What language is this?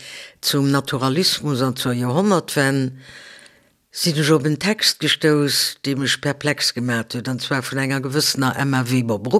Luxembourgish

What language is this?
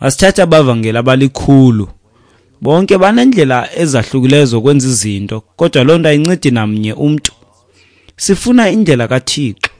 Xhosa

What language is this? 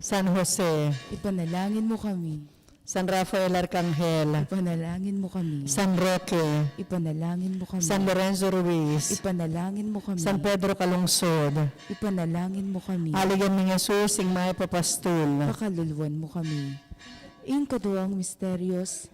Pampanga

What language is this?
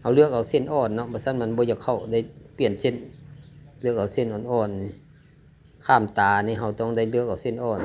Lao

